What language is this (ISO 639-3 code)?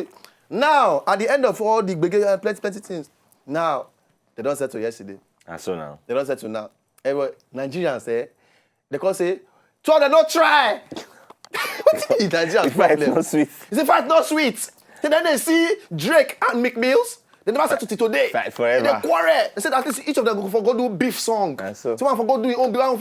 pcm